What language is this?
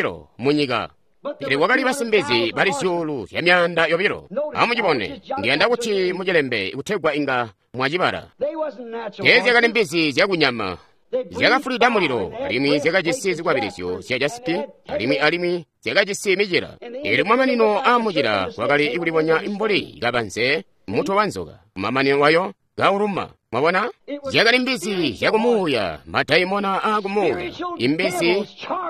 Tonga (Zambia)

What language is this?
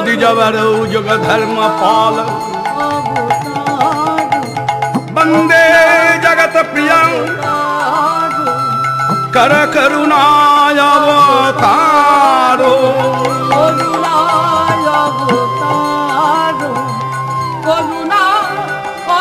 Bangla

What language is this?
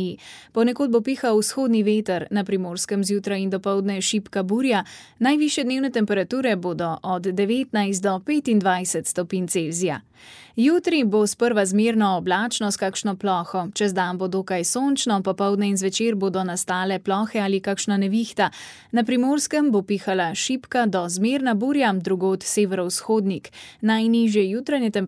Slovenian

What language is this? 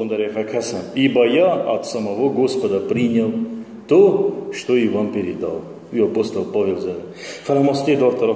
Ossetic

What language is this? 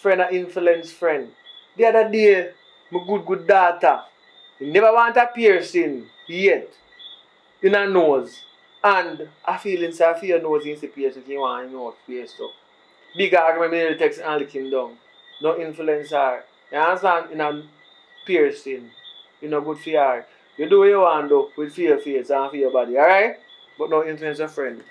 Jamaican Creole English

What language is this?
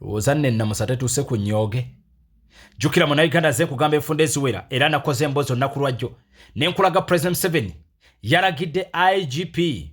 Ganda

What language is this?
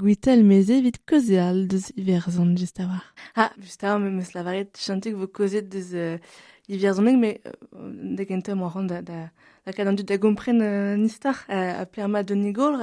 Breton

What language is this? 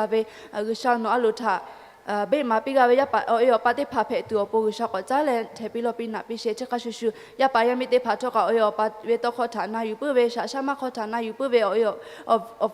Lahu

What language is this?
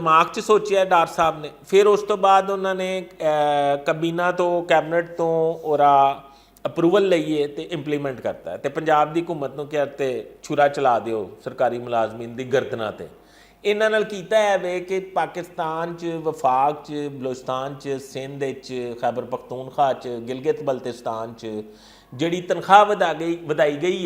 Western Panjabi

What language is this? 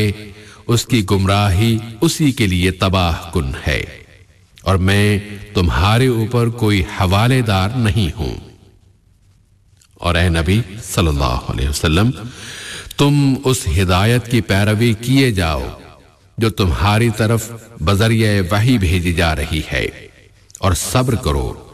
Urdu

